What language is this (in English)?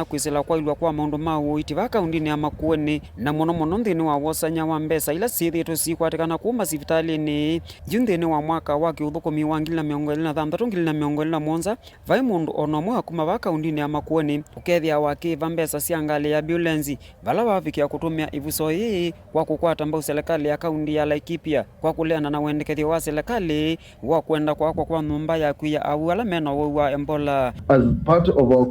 Kamba